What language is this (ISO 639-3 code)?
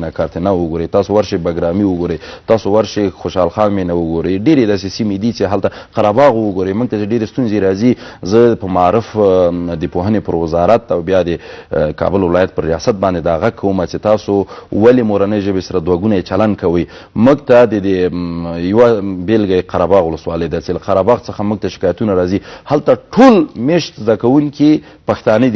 pus